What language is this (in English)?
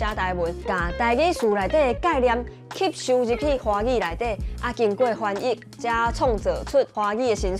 Min Nan Chinese